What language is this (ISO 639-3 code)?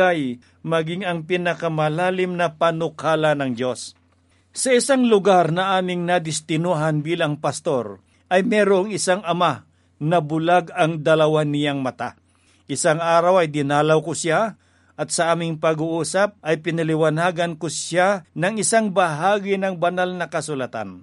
fil